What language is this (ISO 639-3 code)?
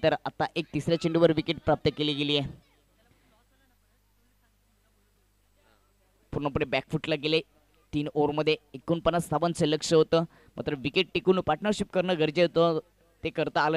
mar